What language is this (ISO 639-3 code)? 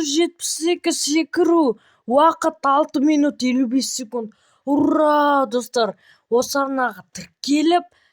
kaz